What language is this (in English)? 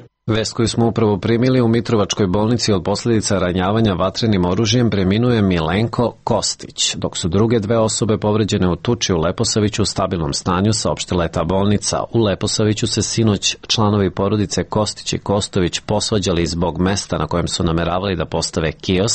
Serbian